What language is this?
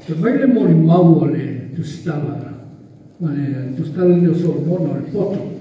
Samoan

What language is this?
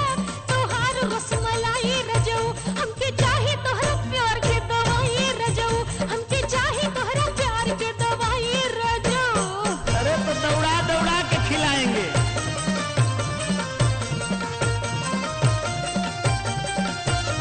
Bhojpuri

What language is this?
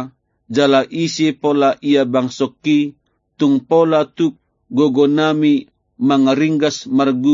Batak Toba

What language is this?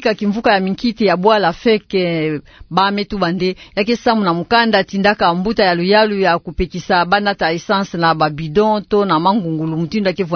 Kituba (Democratic Republic of Congo)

